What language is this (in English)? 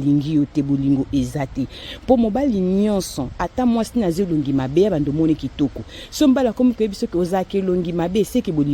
Lingala